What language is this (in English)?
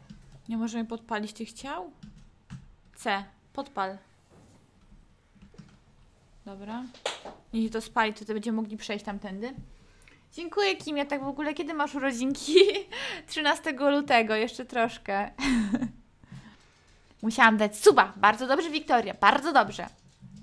Polish